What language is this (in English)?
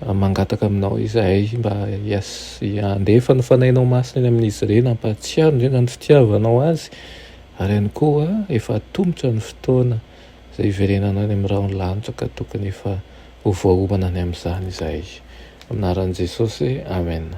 Malagasy